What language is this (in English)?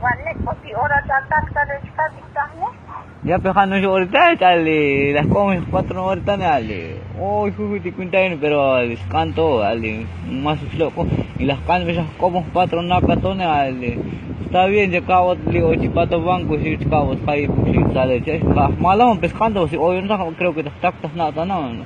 Tzotzil